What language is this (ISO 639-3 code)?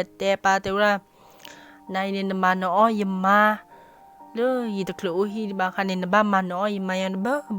ksw